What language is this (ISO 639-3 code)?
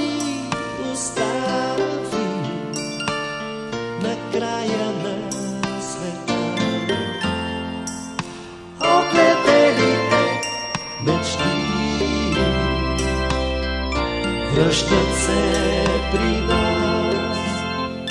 bul